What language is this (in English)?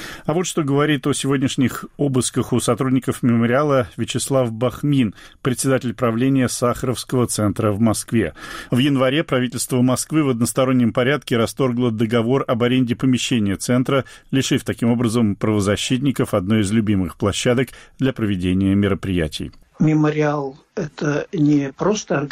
Russian